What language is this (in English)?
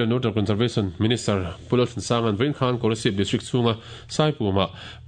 Mizo